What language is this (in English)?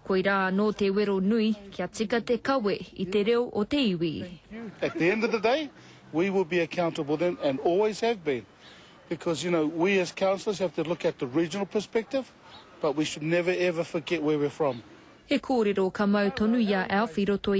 Māori